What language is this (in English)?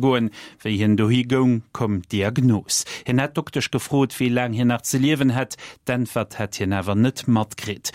Luxembourgish